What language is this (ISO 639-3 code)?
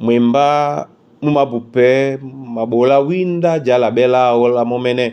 dua